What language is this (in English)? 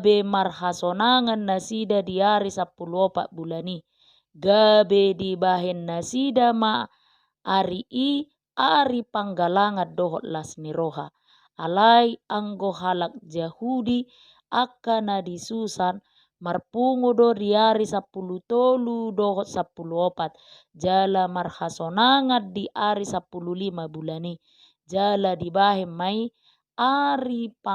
Batak Toba